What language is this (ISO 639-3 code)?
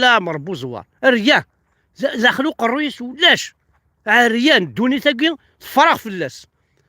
kab